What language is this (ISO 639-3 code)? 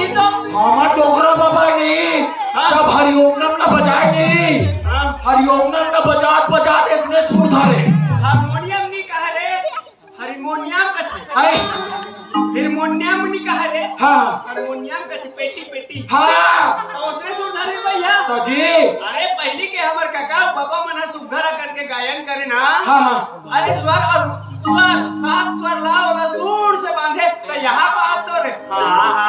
hne